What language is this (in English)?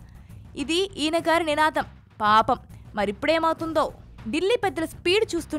Telugu